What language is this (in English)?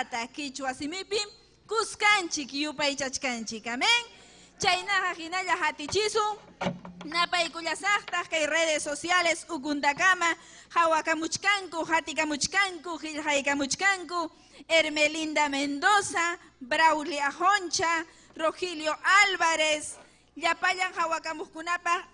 Ayacucho Quechua